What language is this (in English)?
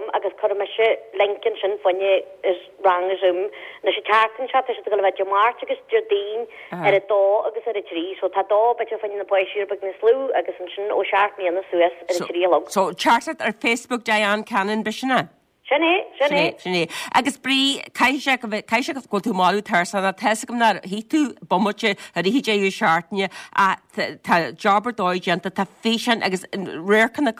Irish